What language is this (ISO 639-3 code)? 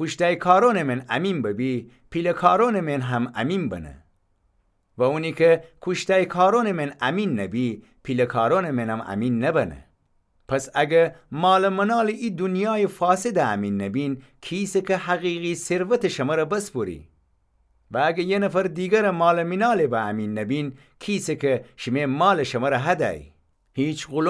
glk